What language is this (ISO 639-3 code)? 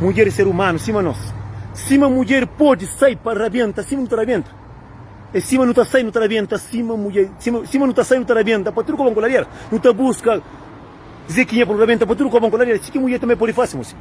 kea